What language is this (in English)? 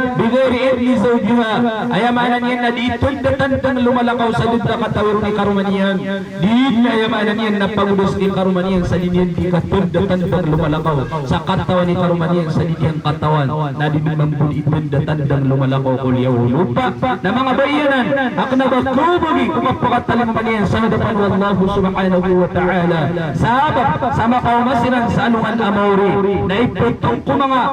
Maranao